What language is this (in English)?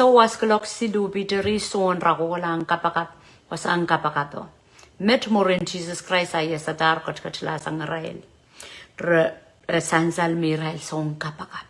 Pohnpeian